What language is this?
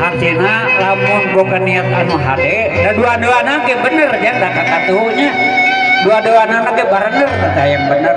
Sundanese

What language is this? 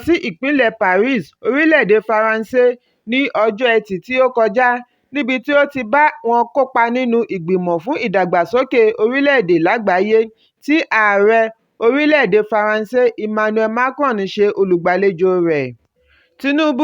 Yoruba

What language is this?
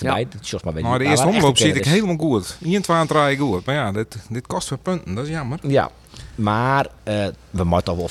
Western Frisian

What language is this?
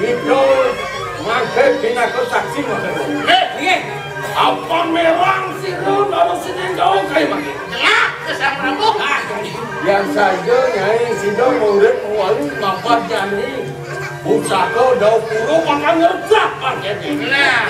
Balinese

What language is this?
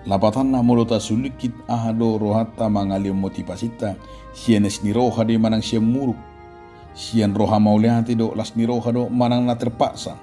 Batak Toba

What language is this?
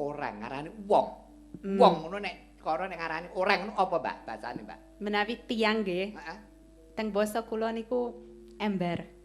Javanese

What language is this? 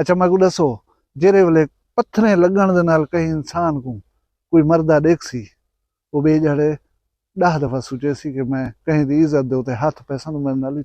Saraiki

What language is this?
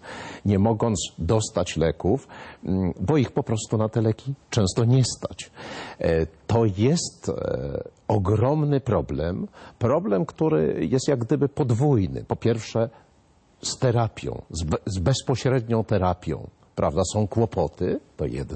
Polish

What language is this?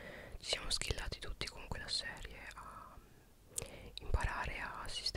Italian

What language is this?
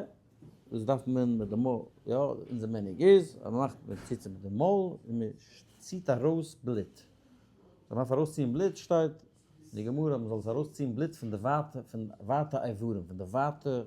Yiddish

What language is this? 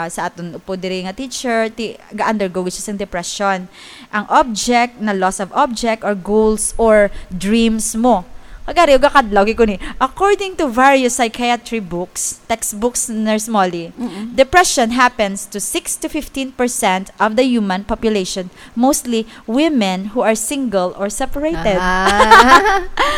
Hiligaynon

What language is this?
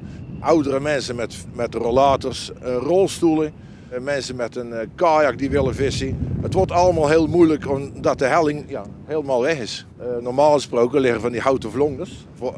Dutch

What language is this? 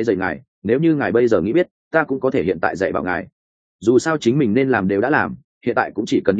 Vietnamese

